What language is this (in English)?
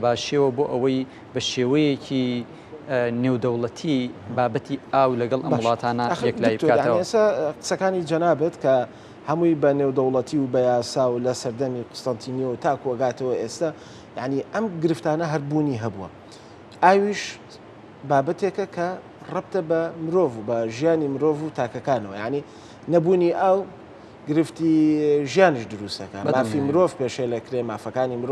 Central Kurdish